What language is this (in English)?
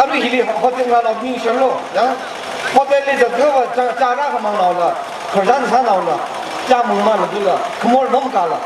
Tangkhul Naga (India)